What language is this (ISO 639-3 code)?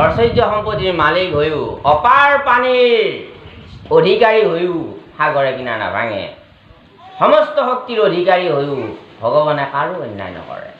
asm